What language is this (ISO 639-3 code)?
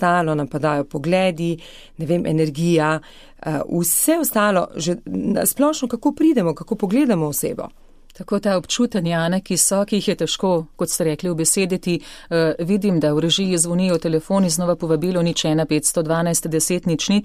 slv